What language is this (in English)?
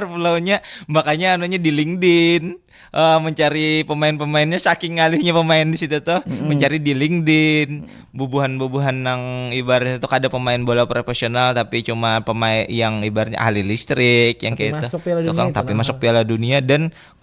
Banjar